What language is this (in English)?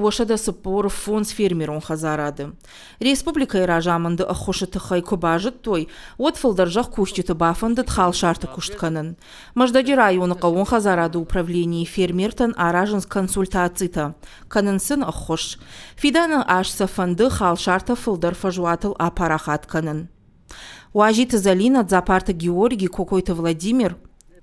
Ossetic